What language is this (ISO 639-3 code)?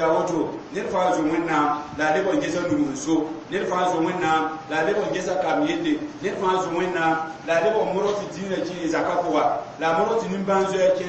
mos